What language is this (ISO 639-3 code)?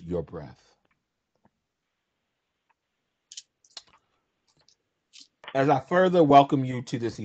eng